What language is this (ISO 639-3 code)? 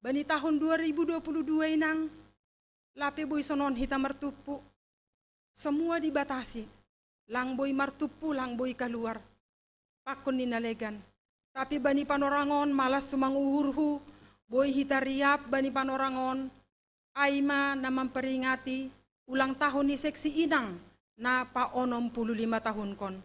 bts